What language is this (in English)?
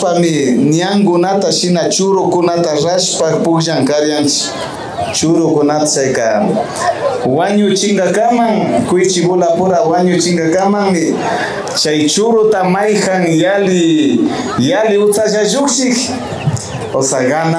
Imbabura Highland Quichua